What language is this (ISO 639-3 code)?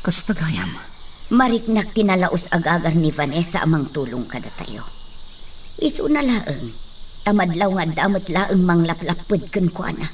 ilo